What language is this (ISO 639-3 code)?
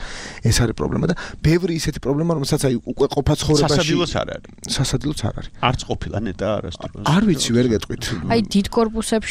kat